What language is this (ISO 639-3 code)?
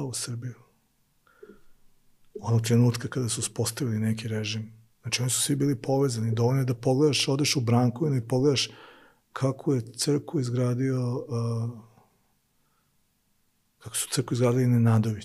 srp